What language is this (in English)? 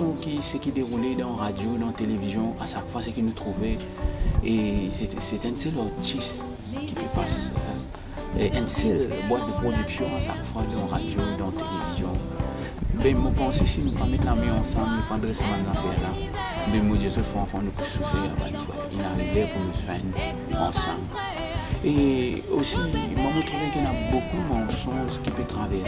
Morisyen